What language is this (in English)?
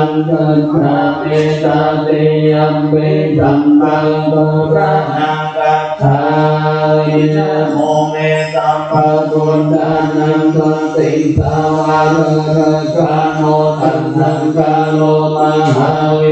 Pali